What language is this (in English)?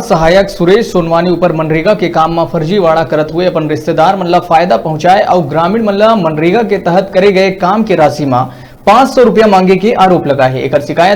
Chhattisgarhi